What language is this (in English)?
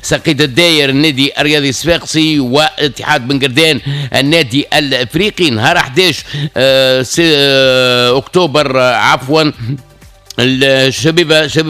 Tunisian Arabic